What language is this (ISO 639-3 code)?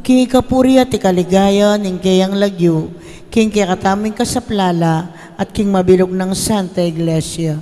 pam